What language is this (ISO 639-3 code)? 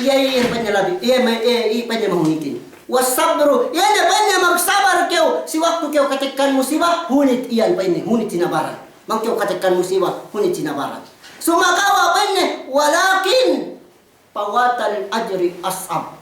yka